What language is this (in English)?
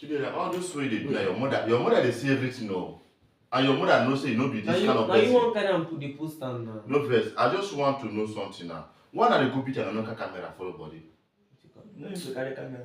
Nigerian Pidgin